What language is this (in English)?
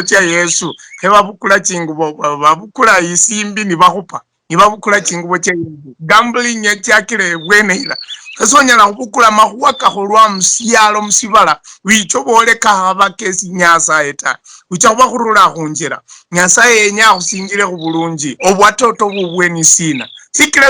Luyia